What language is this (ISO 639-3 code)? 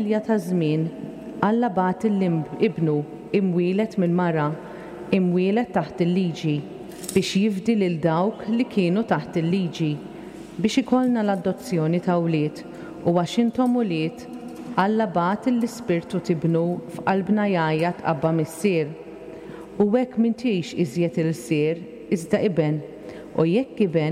mlt